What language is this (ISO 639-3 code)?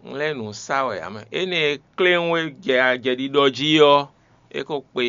fon